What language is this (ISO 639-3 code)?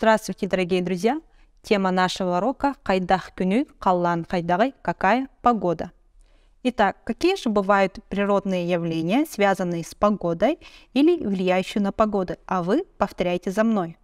sah